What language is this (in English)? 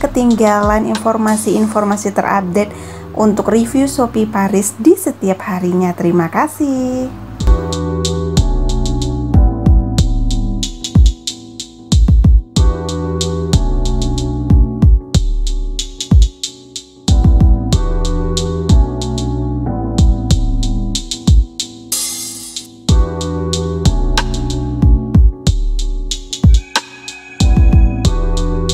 Indonesian